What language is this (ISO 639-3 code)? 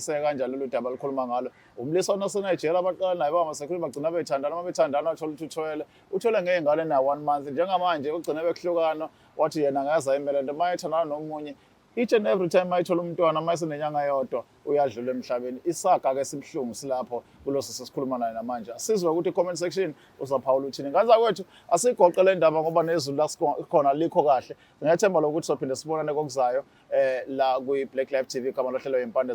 zul